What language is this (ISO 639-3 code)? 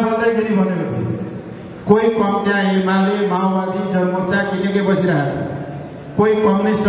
nep